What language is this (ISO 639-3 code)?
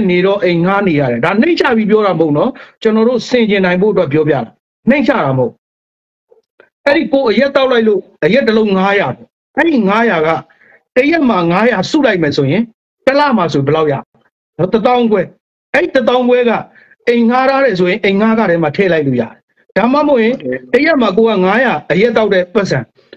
mya